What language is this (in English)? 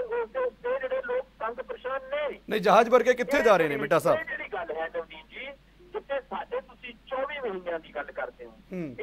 Punjabi